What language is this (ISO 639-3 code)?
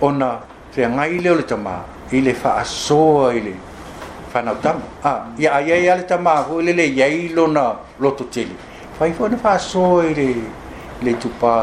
smo